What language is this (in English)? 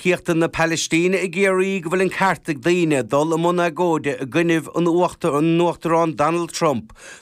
Irish